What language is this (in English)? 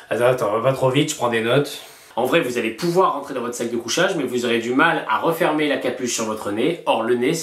French